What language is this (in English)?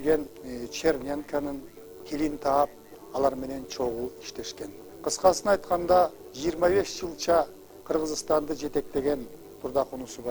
Kyrgyz